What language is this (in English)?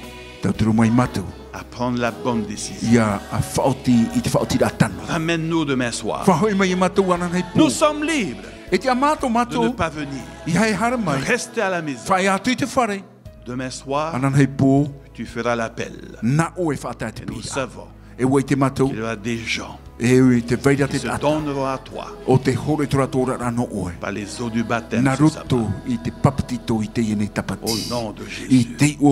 Tahitian